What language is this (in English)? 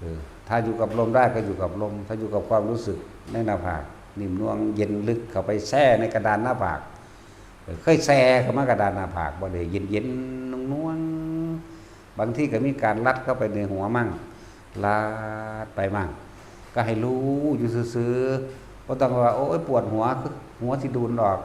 Northeastern Thai